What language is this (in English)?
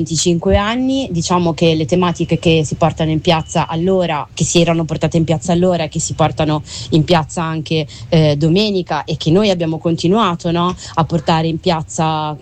Italian